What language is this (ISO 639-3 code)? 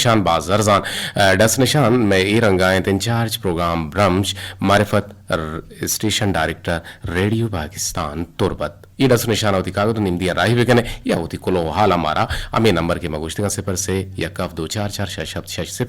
bgp